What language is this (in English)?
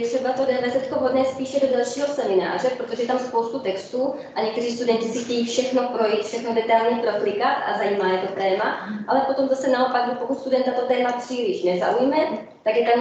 Czech